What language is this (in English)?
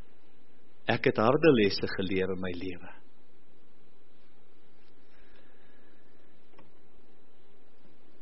Afrikaans